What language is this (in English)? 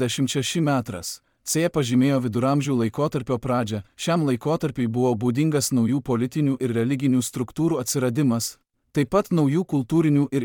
Lithuanian